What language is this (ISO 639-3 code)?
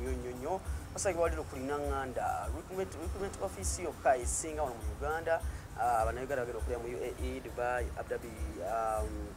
lug